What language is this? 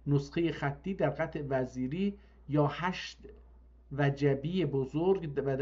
South Azerbaijani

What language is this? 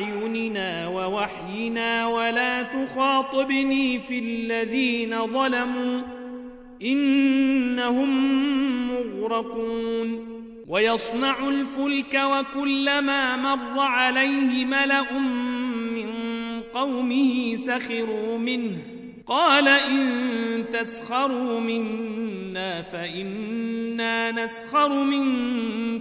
Arabic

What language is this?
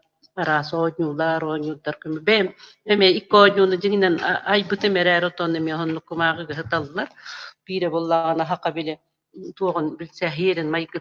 Yakut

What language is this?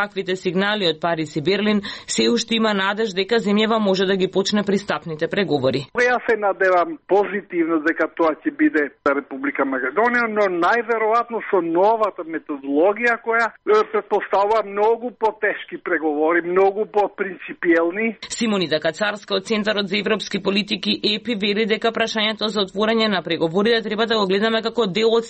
Macedonian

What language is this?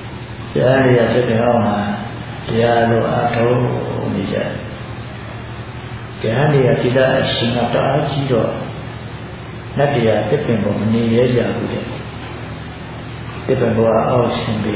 Burmese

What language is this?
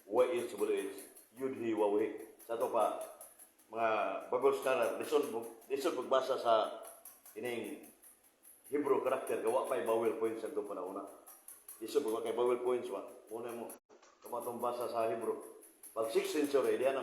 Cebuano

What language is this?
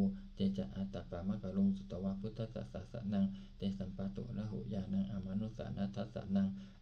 Pali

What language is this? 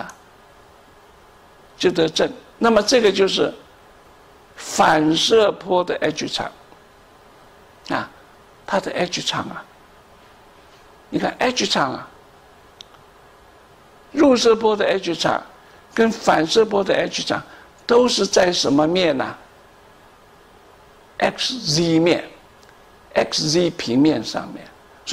Chinese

